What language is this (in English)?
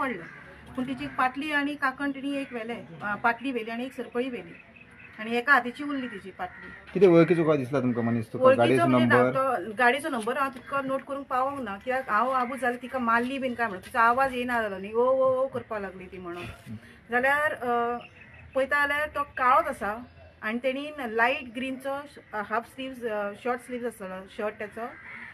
Konkani